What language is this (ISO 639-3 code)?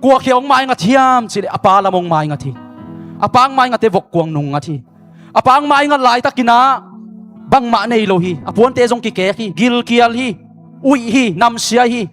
ctd